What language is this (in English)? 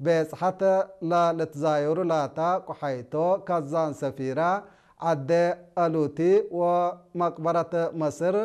Tigre